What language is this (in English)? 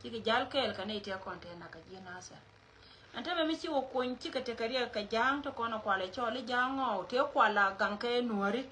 Nuer